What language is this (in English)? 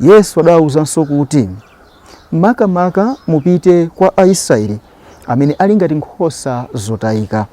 Nyanja